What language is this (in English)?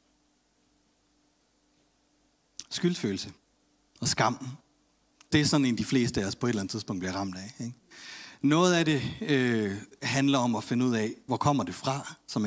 Danish